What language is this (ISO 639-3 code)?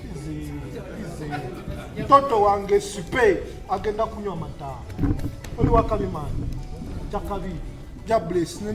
lug